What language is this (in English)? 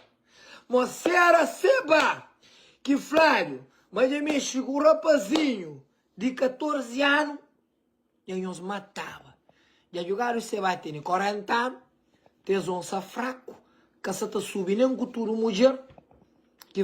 Kabuverdianu